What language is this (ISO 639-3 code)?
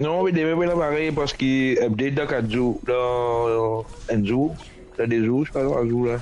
mfe